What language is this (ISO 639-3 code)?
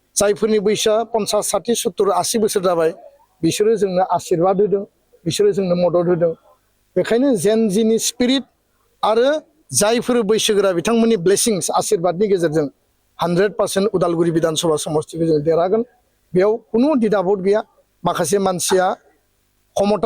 brx